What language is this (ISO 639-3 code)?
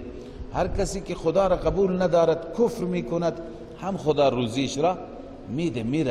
fas